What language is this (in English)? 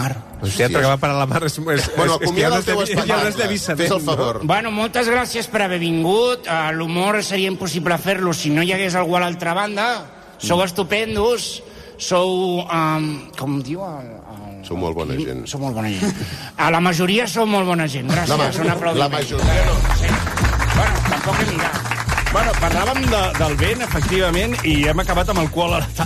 Catalan